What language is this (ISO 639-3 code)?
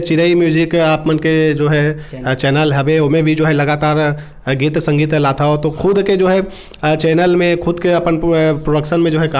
hne